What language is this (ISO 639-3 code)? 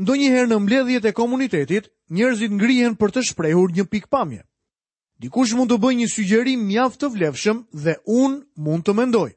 sqi